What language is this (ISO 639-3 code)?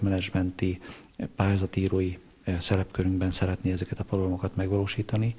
hun